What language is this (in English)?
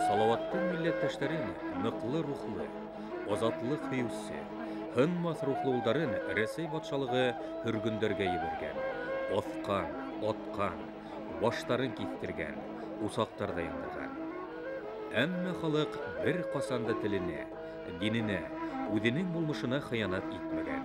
Bashkir